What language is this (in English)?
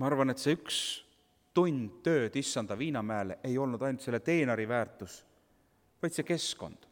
Estonian